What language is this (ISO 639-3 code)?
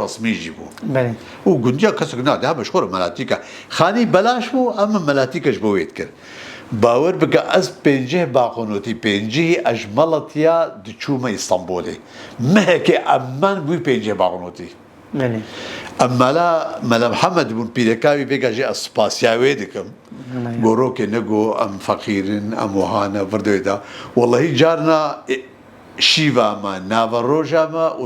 kur